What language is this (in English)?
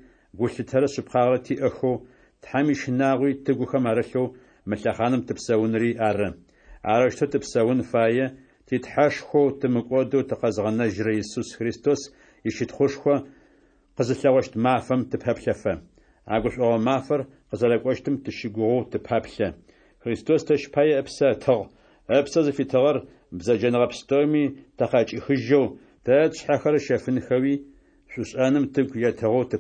Adyghe